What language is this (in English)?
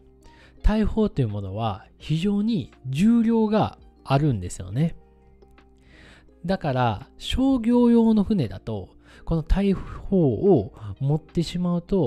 Japanese